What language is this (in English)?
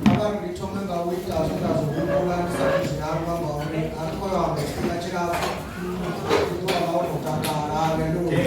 Venda